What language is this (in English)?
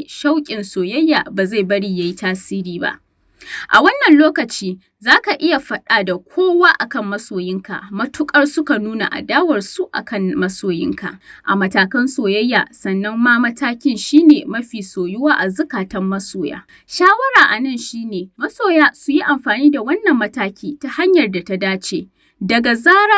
Hausa